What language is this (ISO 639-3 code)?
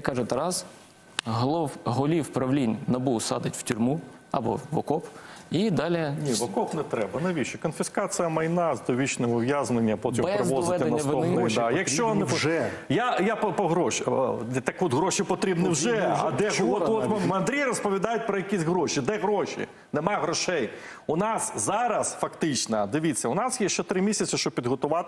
ukr